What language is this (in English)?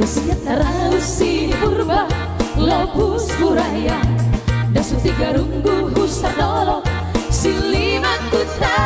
Batak Simalungun